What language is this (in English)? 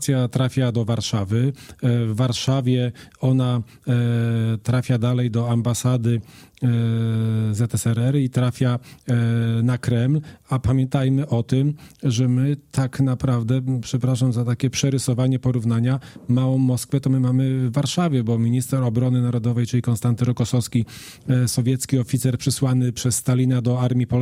Polish